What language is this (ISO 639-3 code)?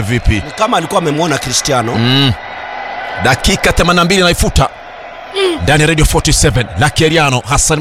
swa